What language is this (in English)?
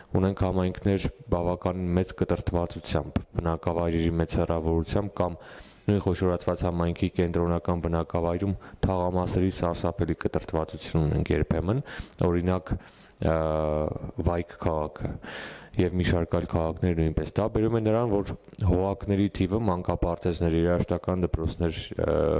Armenian